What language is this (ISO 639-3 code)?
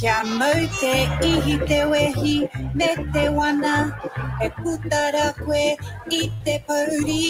mri